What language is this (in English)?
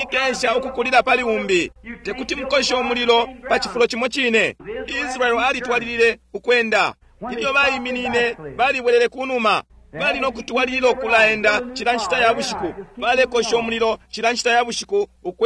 Bemba